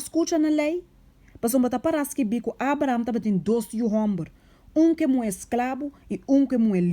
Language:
Papiamento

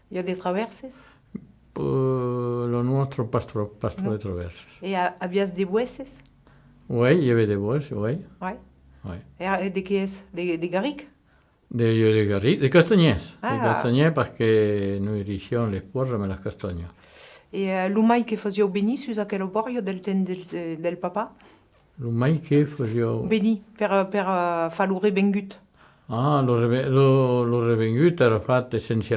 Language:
Occitan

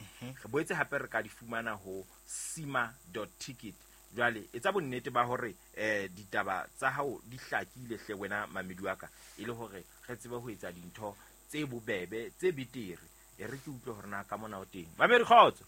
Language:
Southern Sotho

